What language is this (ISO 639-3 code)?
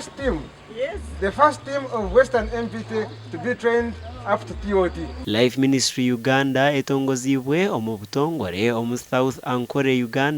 nyn